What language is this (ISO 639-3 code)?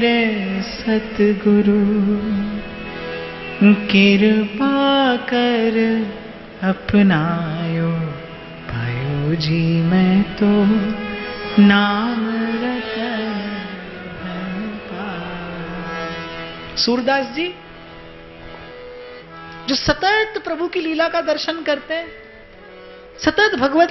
hin